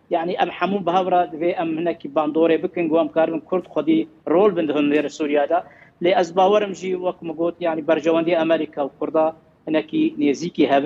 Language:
Kurdish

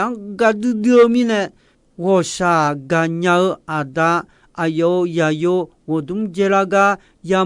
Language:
Akha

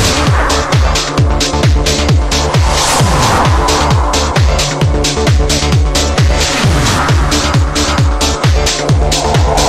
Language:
Gujarati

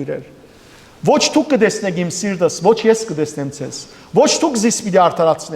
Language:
Western Armenian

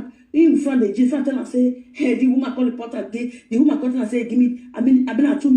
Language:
Nigerian Pidgin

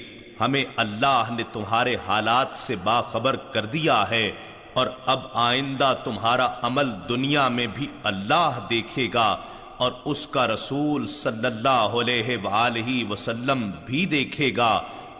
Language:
Urdu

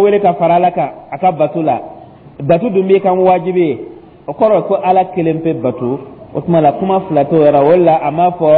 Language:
Dyula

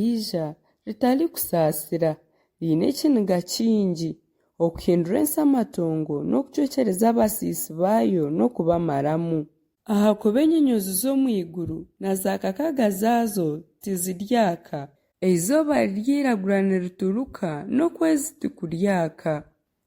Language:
Nyankole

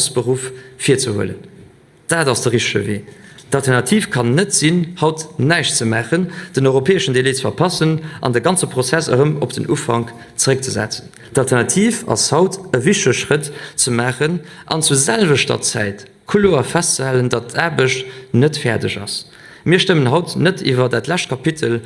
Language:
Luxembourgish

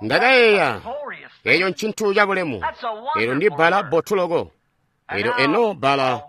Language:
Tonga (Zambia)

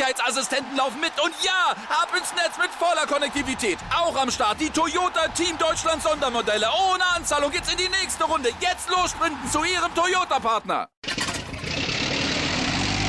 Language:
German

